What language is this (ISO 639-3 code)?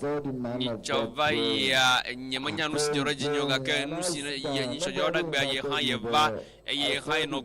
ewe